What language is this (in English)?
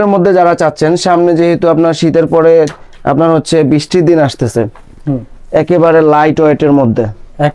Bangla